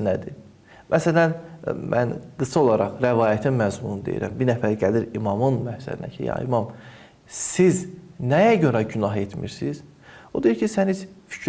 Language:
Azerbaijani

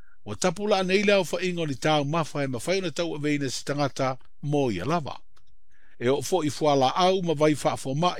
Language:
Samoan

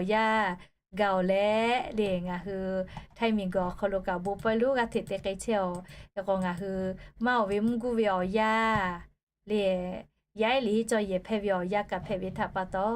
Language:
Lahu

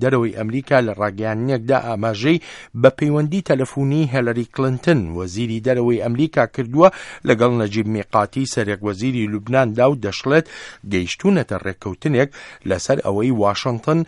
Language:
Central Kurdish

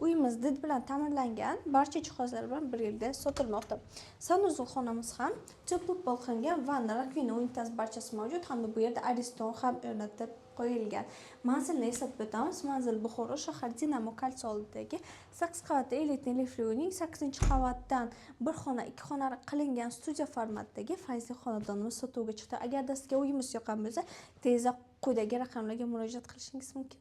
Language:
Uzbek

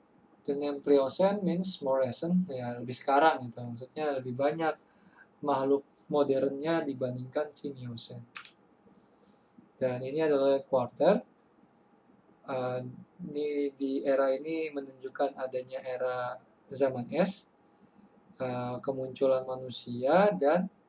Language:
Indonesian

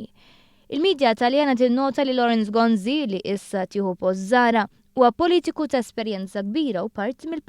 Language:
Maltese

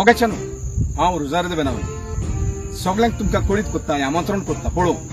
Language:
Konkani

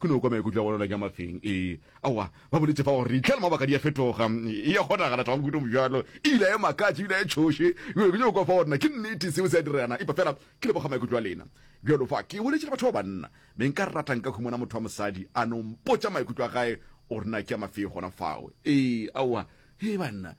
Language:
Northern Sotho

